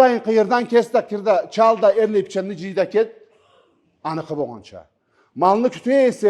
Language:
Karachay-Balkar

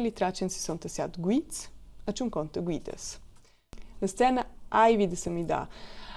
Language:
Romansh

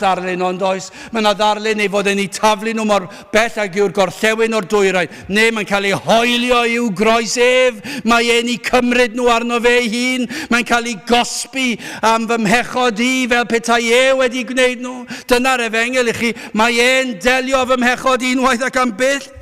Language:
Welsh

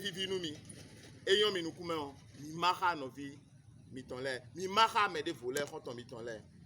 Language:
Fon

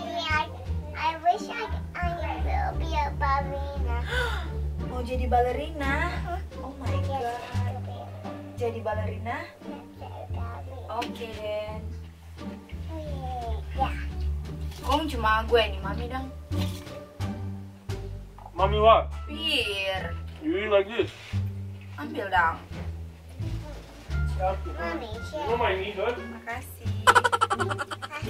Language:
Indonesian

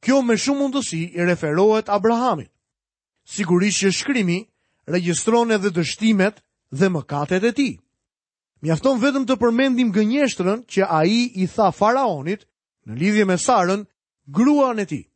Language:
Albanian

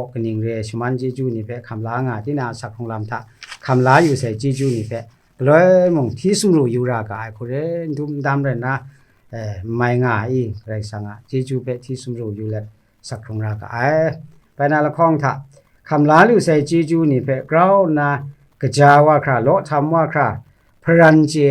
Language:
Kachin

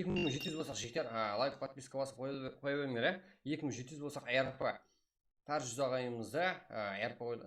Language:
Kara-Kalpak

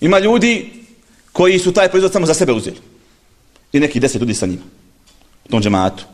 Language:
Bosnian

